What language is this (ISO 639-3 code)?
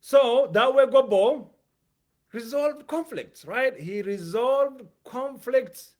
eng